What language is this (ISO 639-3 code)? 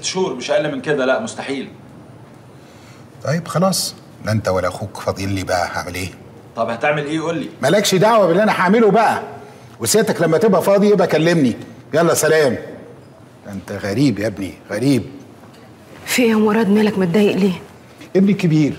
arz